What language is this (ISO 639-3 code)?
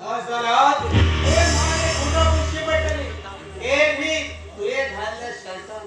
kok